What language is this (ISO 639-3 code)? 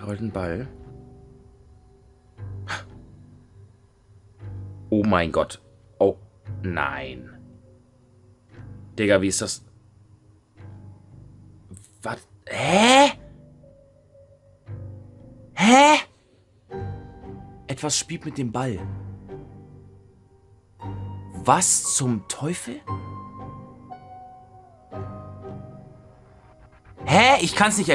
deu